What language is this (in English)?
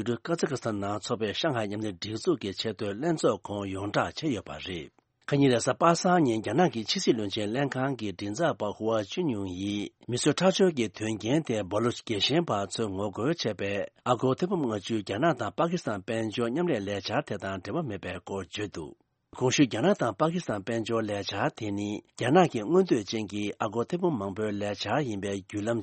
Tibetan